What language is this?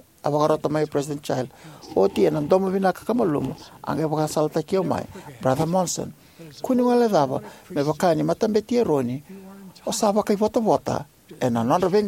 Fijian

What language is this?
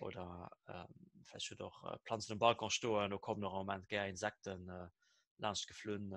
Luxembourgish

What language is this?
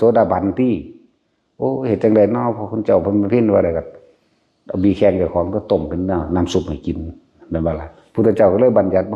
Northeastern Thai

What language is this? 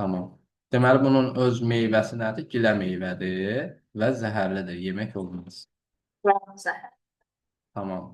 Azerbaijani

